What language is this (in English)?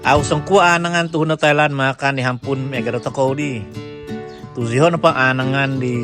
Central Dusun